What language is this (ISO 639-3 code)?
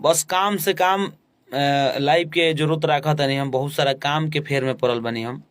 bho